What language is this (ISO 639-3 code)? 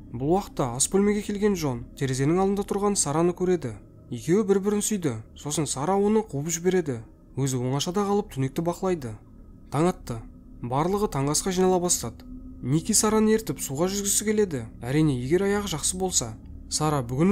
kaz